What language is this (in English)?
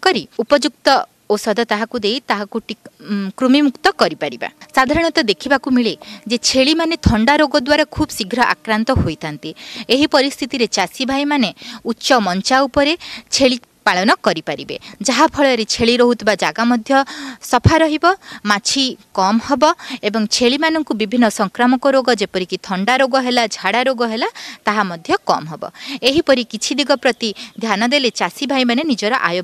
Odia